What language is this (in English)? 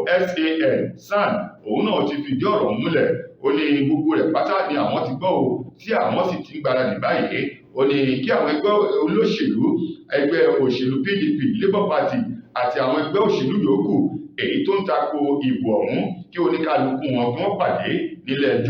Yoruba